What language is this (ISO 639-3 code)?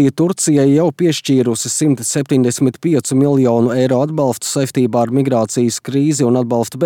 lav